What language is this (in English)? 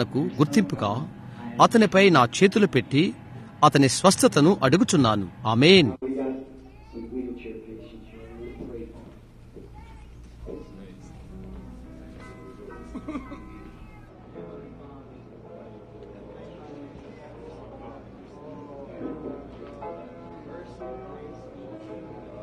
Telugu